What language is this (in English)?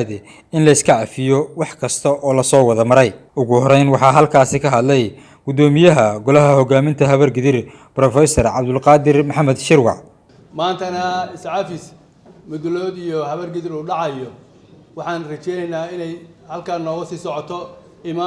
Somali